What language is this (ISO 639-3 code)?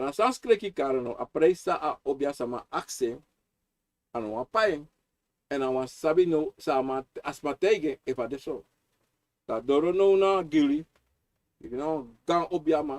srn